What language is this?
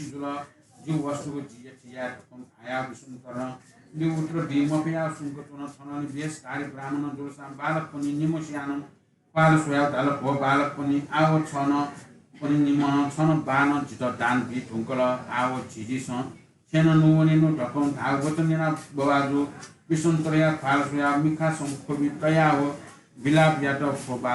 Newari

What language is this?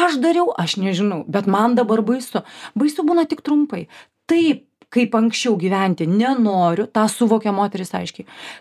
Lithuanian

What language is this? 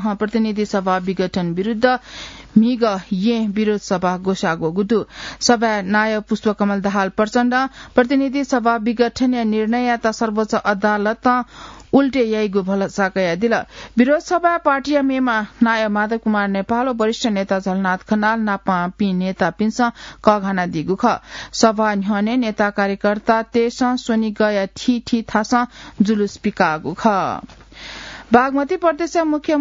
Newari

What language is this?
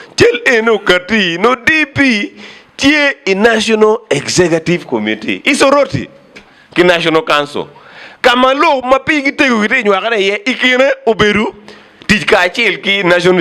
Acoli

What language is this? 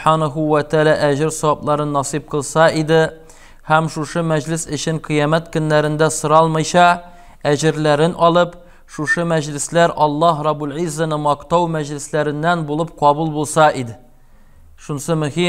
Tatar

